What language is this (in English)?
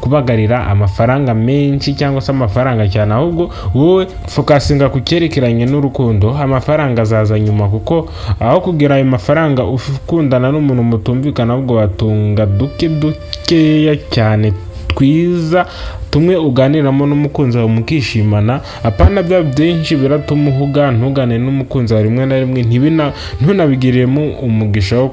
Kinyarwanda